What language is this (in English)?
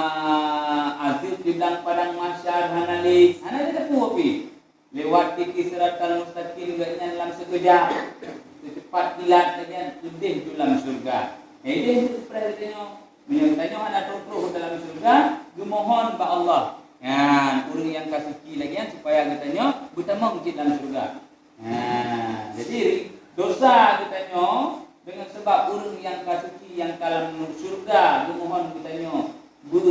Achinese